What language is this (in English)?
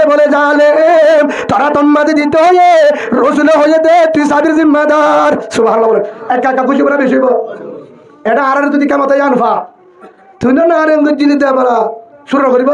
Rohingya